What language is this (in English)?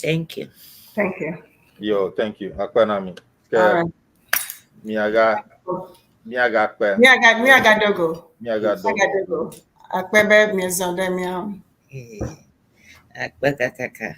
Ewe